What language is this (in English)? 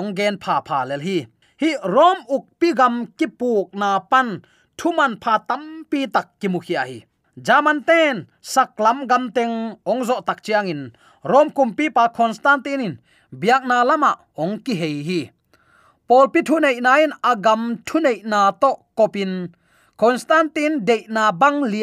Tedim Chin